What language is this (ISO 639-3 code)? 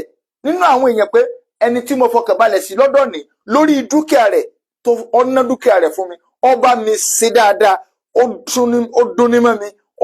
yor